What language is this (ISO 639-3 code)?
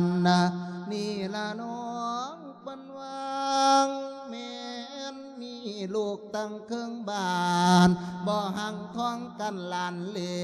lao